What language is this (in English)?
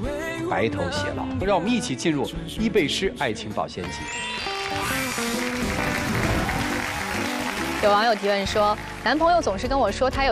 Chinese